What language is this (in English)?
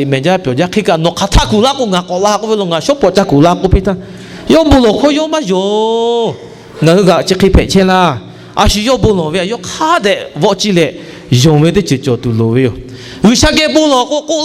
Lahu